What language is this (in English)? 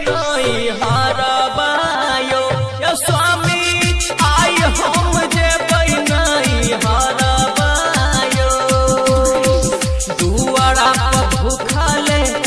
Maithili